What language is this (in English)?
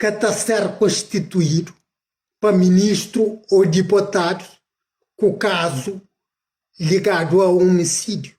Kabuverdianu